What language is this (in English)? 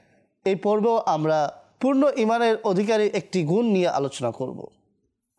Bangla